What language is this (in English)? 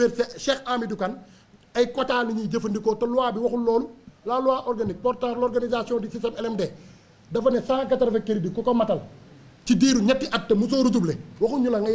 Wolof